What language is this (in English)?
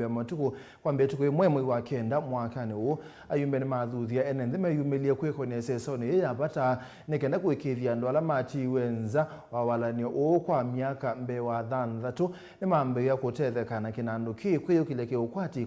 Kamba